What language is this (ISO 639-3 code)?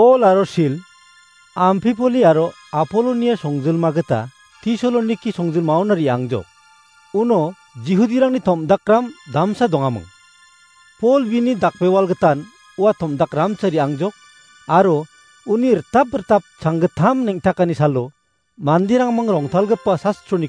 grt